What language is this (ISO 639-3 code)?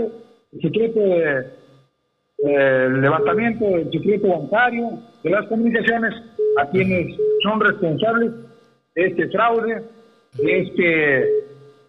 spa